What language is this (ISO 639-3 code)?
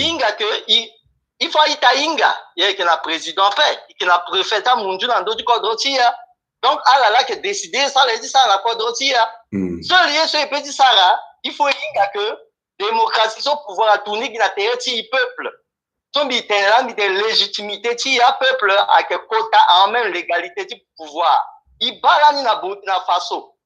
sag